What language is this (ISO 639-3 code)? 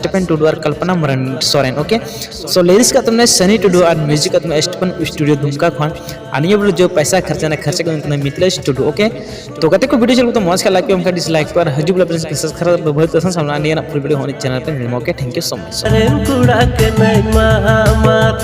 sat